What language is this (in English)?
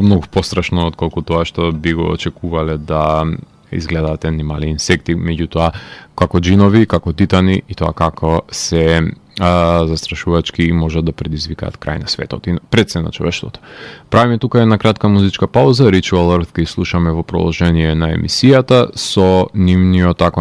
Macedonian